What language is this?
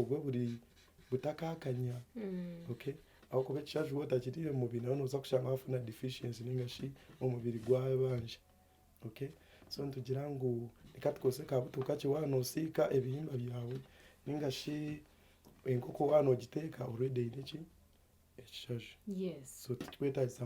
Nyankole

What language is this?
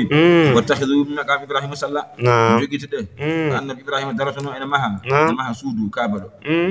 Fula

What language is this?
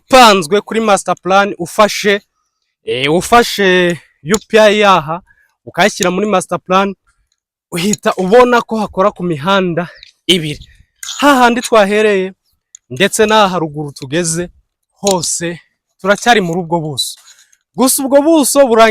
Kinyarwanda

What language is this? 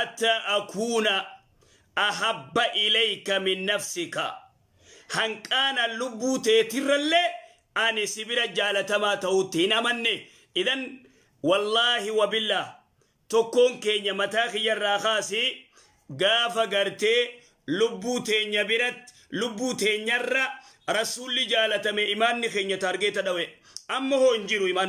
Oromo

